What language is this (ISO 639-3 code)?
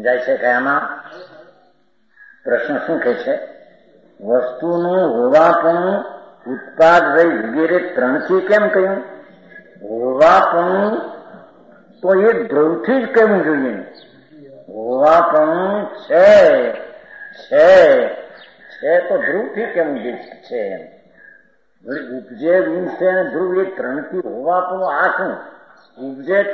guj